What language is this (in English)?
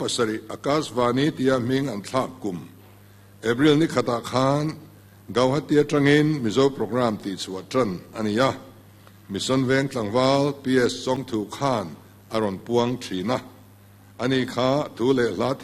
Mizo